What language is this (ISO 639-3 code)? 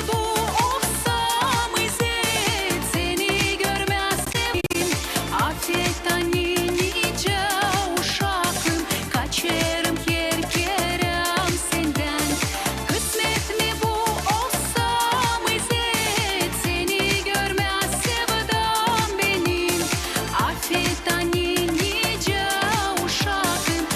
gag